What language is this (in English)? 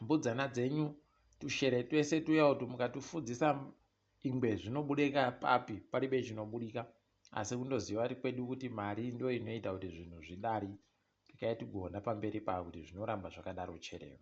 Ndau